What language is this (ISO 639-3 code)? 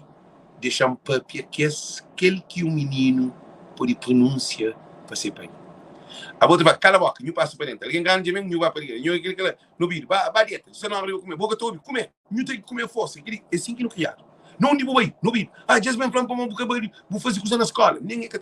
kea